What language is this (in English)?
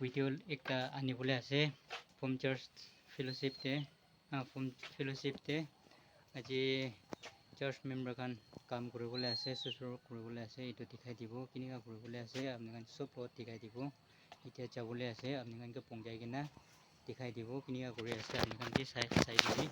Naga Pidgin